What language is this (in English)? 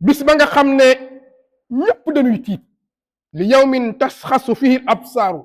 Wolof